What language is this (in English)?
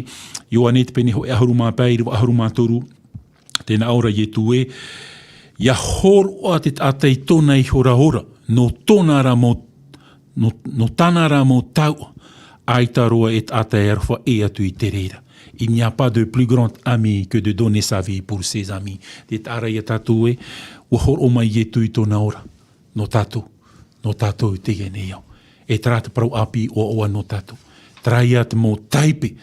Tahitian